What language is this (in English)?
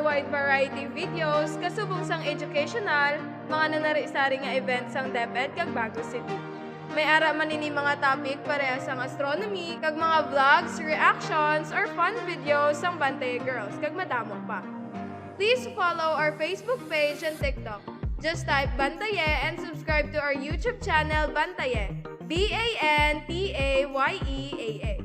Hiligaynon